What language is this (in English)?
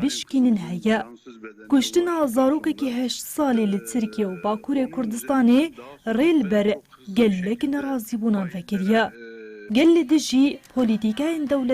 Kurdish